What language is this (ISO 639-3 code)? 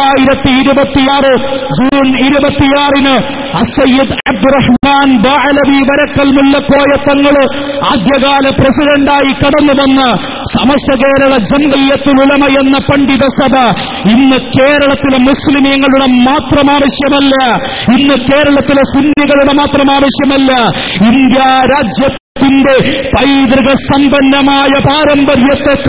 mal